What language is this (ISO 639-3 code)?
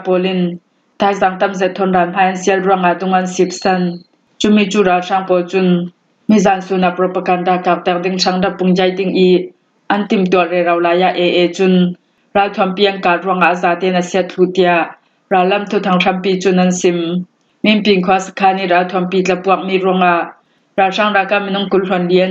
cfm